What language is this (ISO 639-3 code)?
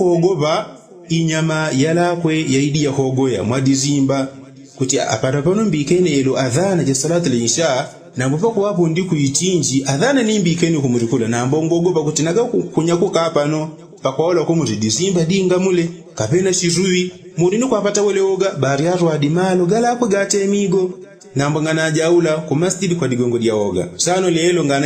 yao